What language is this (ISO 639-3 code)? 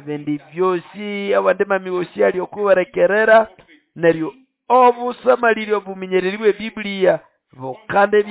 nnb